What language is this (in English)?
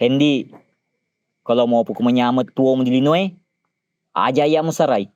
Buginese